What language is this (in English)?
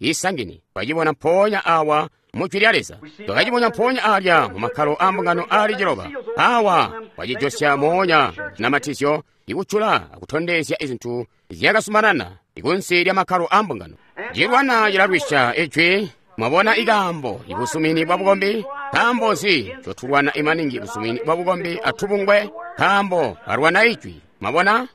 Tonga (Zambia)